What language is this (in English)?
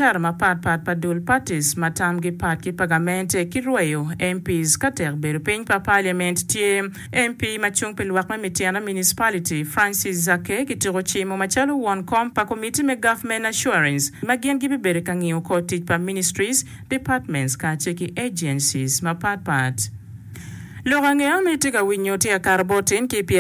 Acoli